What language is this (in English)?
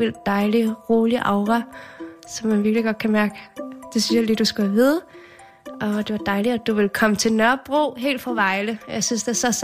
Danish